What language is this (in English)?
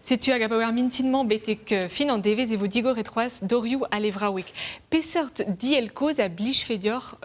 Breton